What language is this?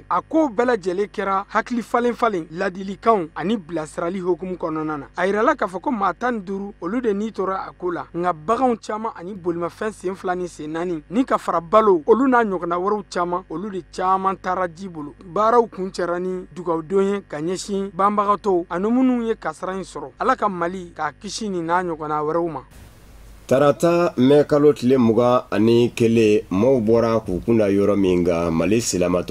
Bambara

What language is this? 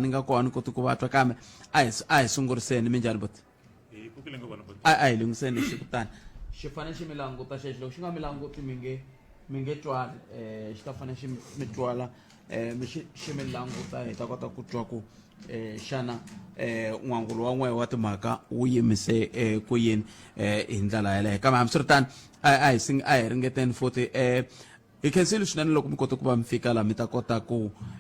Tsonga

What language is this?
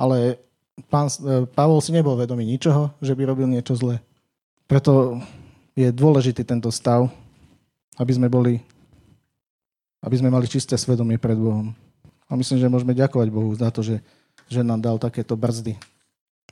Slovak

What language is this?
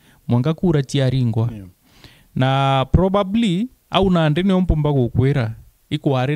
Meru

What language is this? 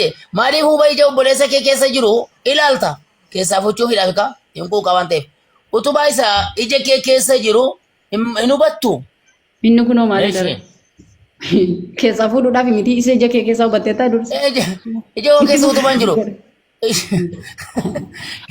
Oromo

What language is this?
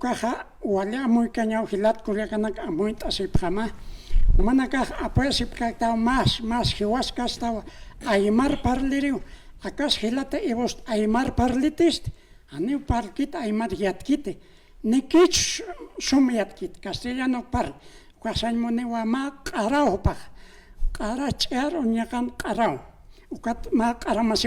Aymara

